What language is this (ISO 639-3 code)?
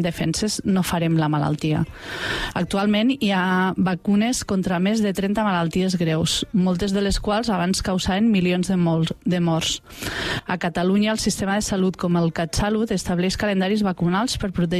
cat